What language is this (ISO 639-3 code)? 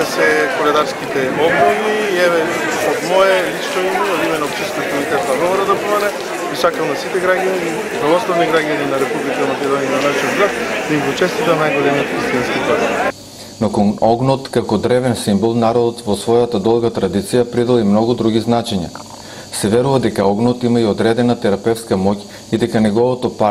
mkd